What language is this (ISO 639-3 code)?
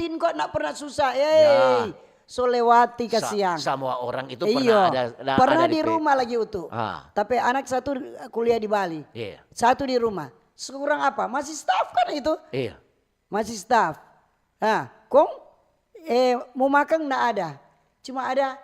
xmm